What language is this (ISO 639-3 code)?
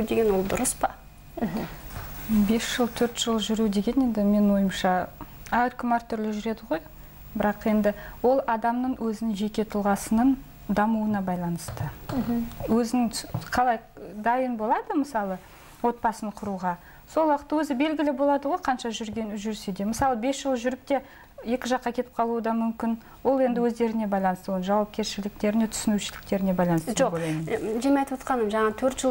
kaz